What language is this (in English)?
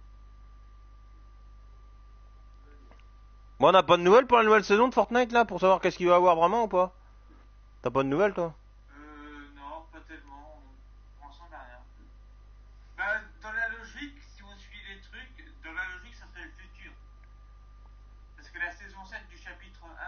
French